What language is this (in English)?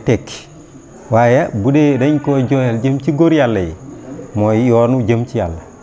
Wolof